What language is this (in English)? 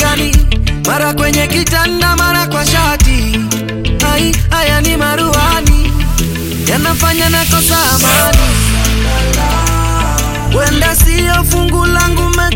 Swahili